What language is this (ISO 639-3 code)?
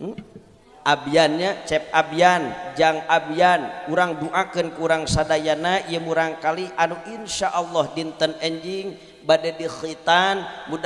sun